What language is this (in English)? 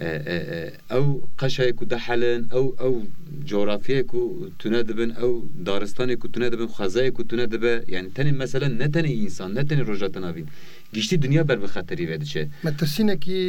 Kurdish